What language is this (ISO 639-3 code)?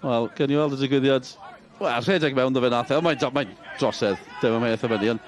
cym